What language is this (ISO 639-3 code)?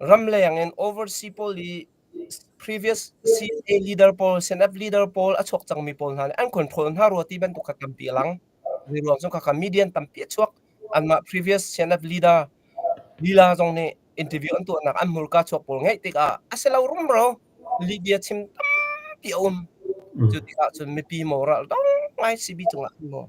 cnh